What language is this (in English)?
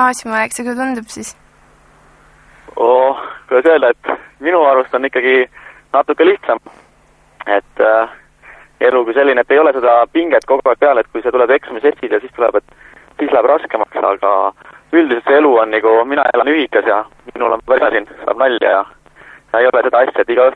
Estonian